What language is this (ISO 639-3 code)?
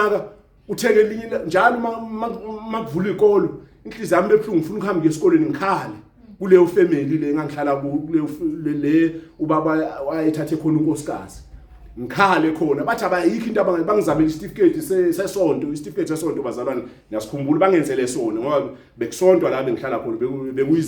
zul